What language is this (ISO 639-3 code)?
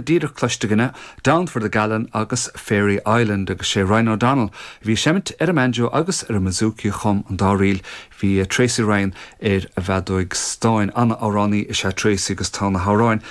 gle